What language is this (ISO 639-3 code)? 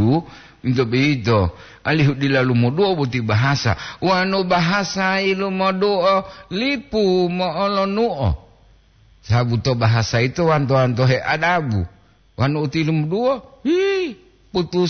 gor